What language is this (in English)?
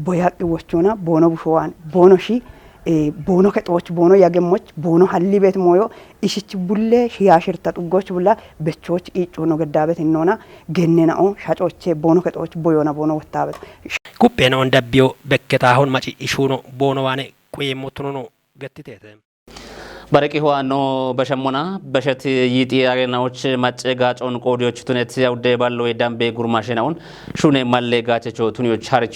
Kafa